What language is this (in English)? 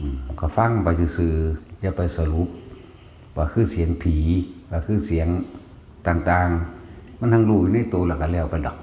Lao